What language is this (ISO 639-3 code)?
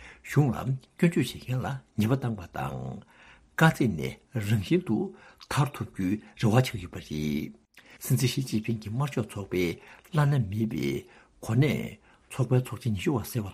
bod